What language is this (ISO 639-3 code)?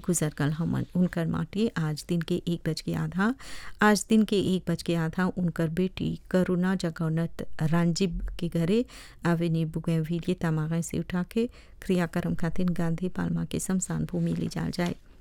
bho